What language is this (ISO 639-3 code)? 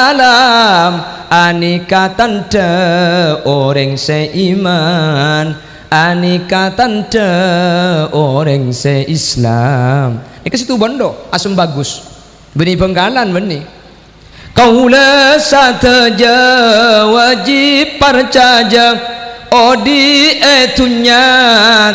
mad